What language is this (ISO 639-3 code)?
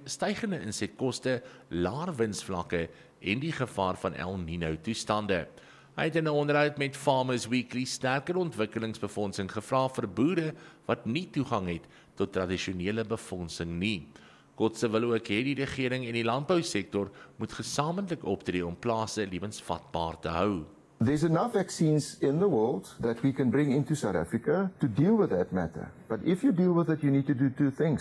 afr